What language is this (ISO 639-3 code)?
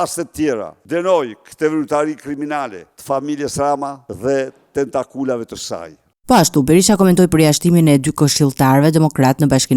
sqi